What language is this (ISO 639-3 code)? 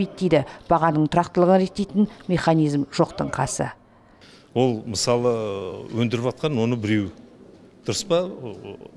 kaz